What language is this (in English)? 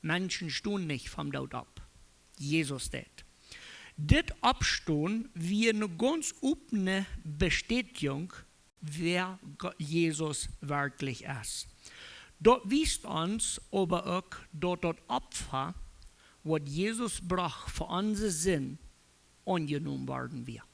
Plautdietsch